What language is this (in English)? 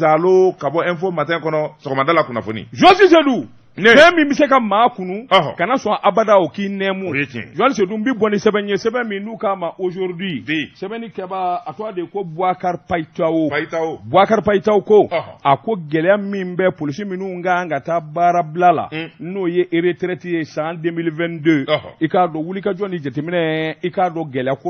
Bambara